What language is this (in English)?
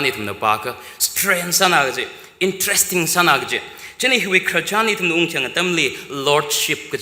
Tangkhul Naga (India)